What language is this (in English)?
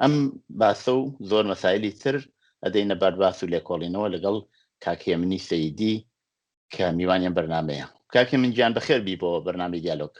Central Kurdish